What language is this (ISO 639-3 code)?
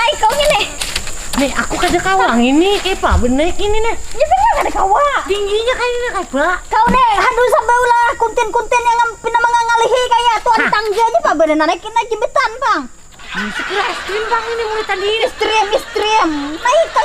bjn